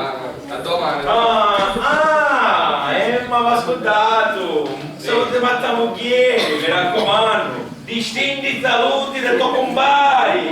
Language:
Sicilian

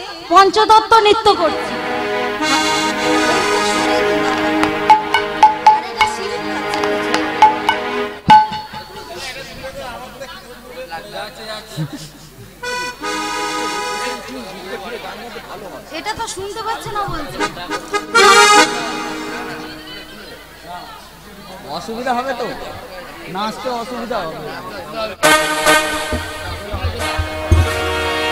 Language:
Bangla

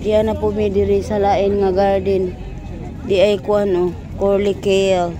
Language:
Cebuano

